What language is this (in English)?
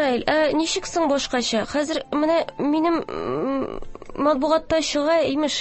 Tatar